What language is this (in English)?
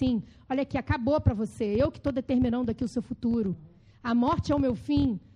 Portuguese